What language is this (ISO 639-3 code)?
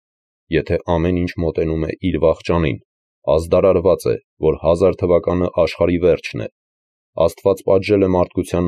hye